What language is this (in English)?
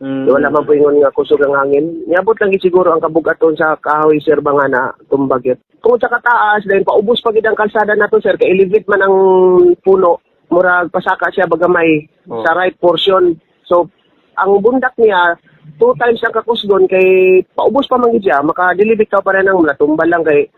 Hiligaynon